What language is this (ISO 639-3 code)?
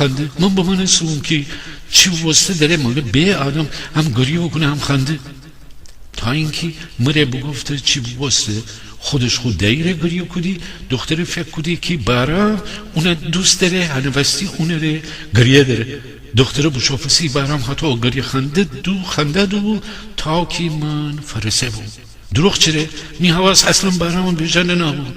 glk